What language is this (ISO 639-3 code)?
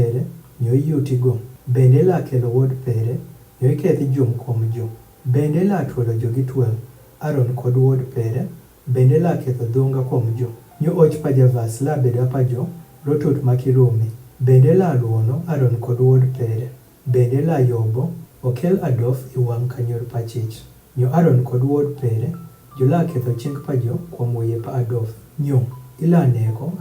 adh